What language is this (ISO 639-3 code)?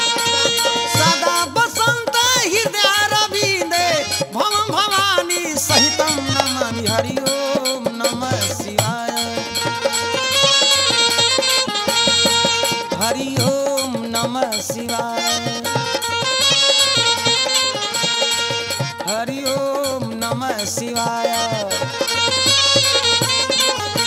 bho